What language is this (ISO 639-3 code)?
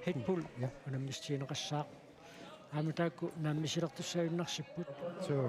kal